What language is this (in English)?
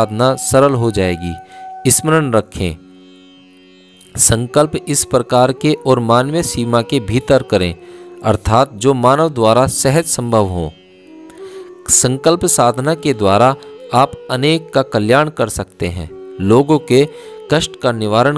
Hindi